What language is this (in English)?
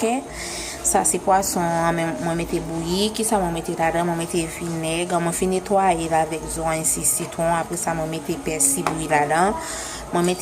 Haitian Creole